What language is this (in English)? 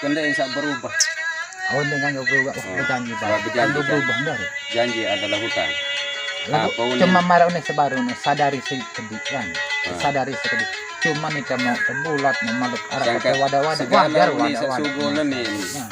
Sasak